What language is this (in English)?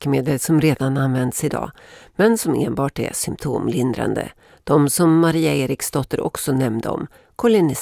Swedish